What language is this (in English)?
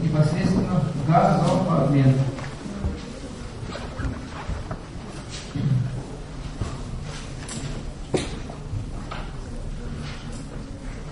Russian